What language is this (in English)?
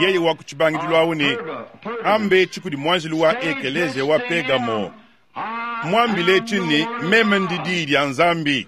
Luba-Lulua